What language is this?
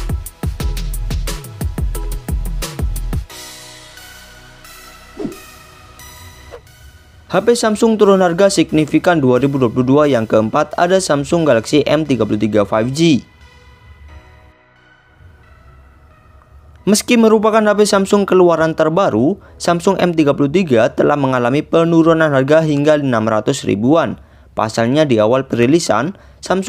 Indonesian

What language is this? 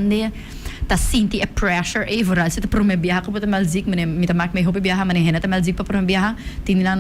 Papiamento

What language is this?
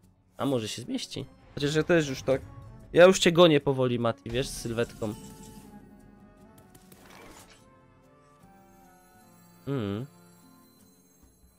Polish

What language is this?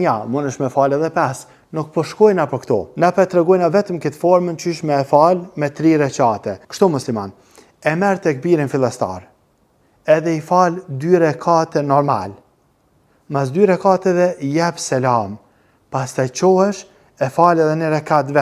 Albanian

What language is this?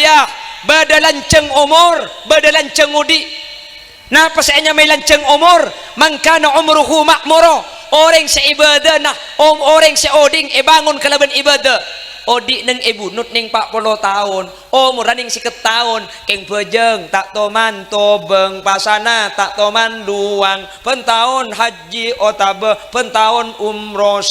Madurese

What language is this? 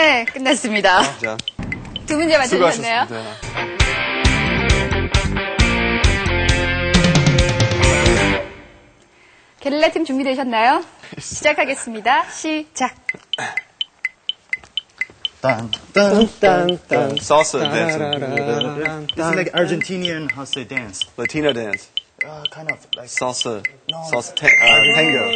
Korean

